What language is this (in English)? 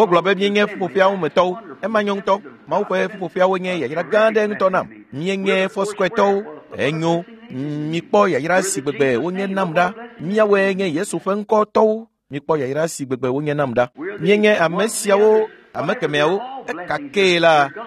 Ewe